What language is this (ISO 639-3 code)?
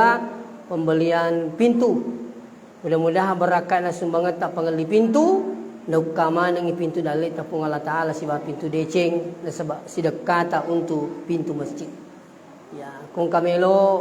bug